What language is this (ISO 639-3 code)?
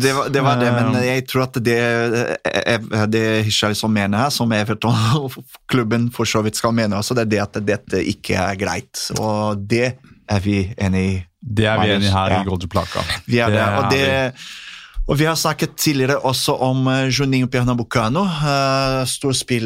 nor